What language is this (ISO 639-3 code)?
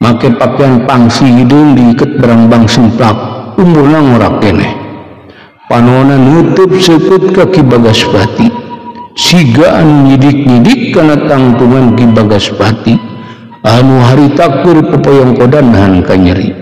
sun